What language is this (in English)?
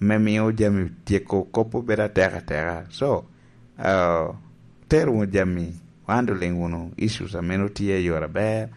Lango (Uganda)